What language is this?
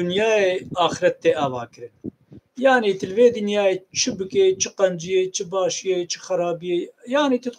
Kurdish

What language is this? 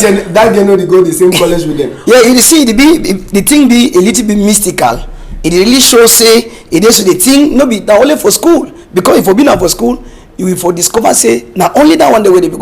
Cameroon Pidgin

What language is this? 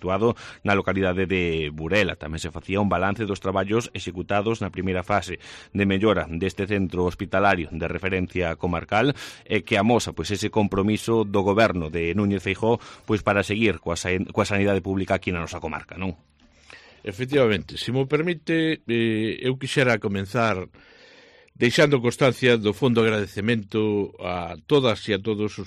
Galician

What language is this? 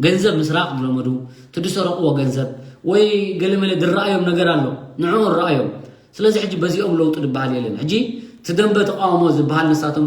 Tigrinya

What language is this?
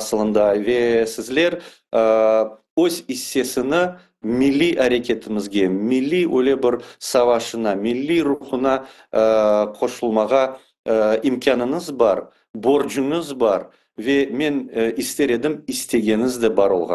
Crimean Tatar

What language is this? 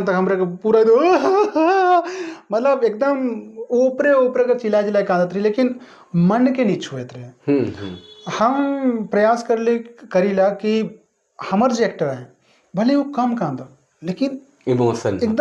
Sadri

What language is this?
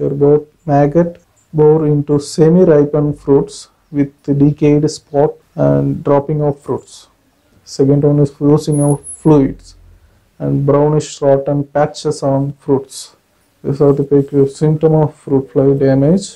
English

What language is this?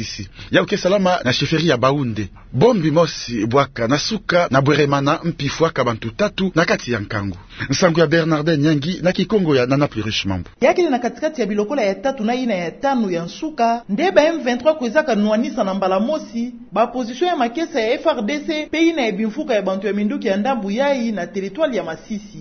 Kituba (Democratic Republic of Congo)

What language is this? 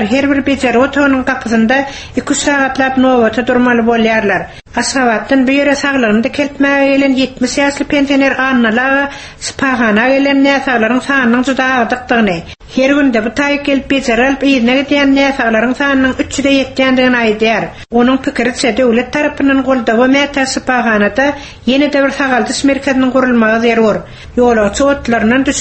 Turkmen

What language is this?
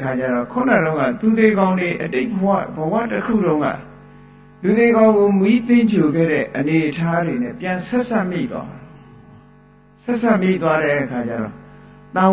Burmese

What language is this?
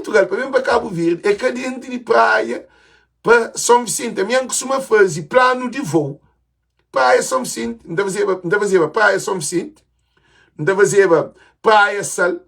Kabuverdianu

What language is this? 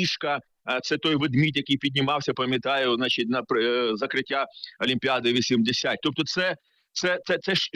Ukrainian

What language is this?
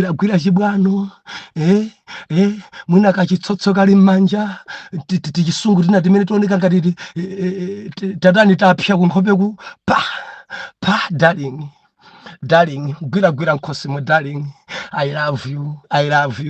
Nyanja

